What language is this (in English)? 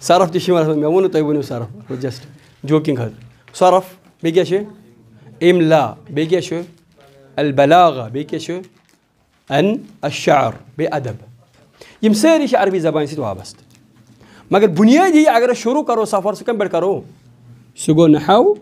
Kashmiri